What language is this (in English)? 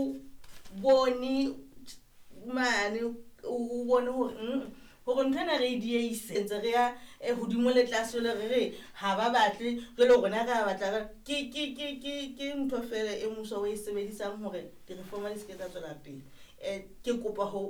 Southern Sotho